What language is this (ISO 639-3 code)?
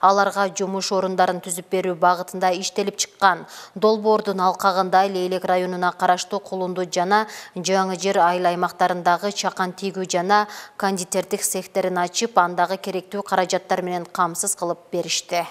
kir